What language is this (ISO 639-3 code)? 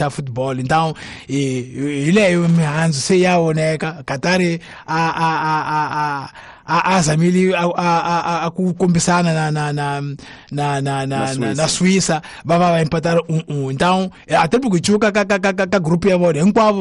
tso